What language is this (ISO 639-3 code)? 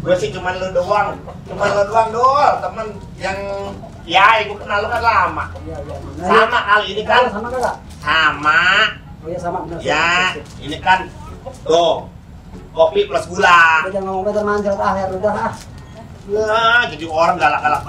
bew